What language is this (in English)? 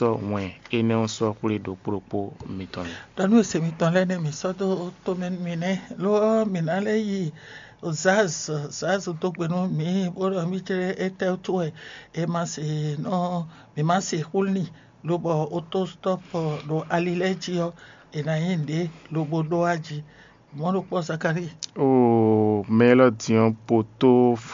Fon